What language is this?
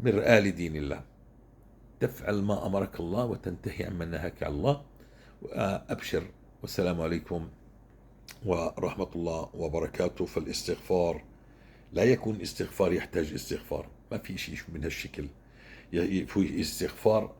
North Levantine Arabic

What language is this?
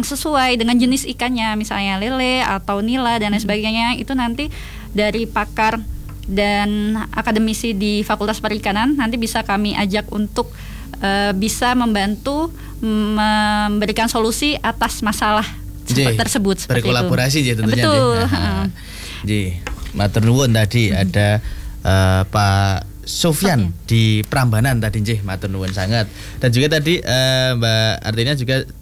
Indonesian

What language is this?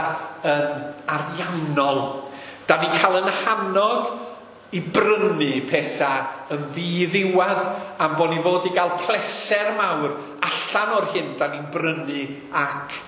Welsh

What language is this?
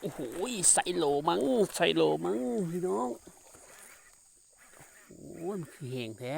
Lao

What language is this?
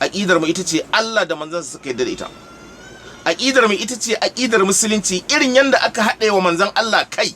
Hausa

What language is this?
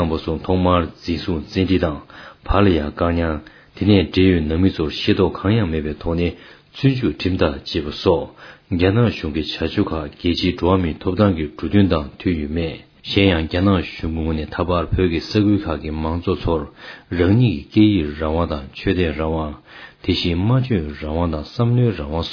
Tibetan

